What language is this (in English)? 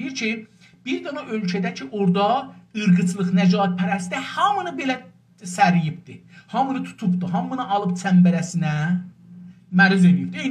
South Azerbaijani